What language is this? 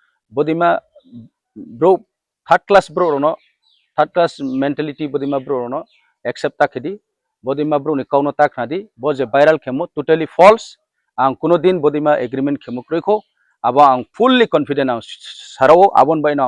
Riang (India)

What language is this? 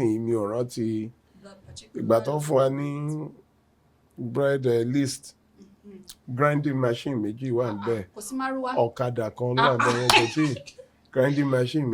Yoruba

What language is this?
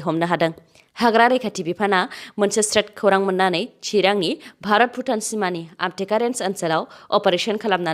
Bodo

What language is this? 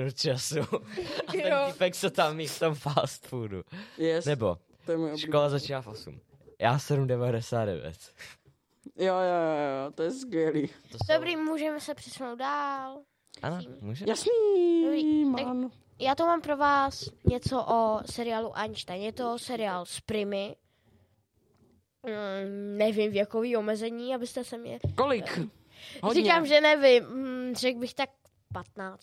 Czech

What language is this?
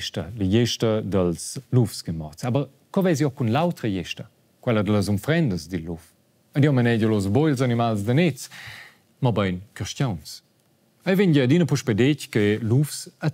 Romansh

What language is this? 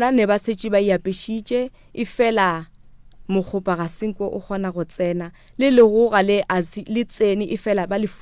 Northern Sotho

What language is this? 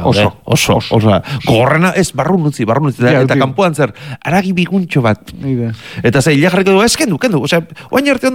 Basque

